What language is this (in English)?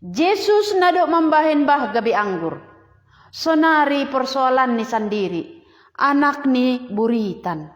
Batak Simalungun